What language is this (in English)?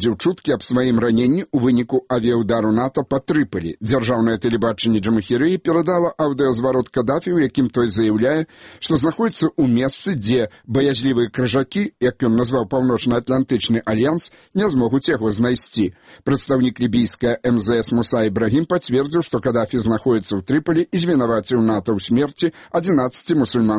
Belarusian